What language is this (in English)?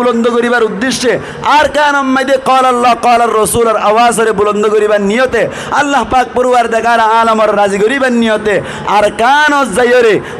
Rohingya